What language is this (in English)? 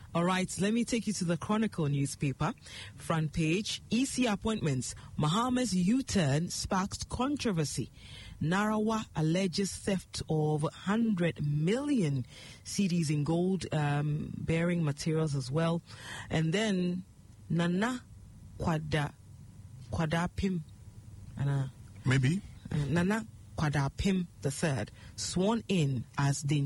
English